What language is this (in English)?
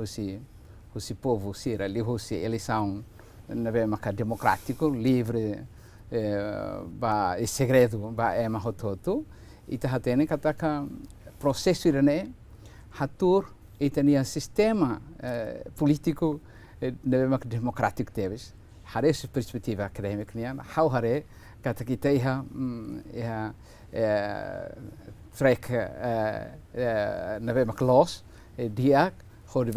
Tetum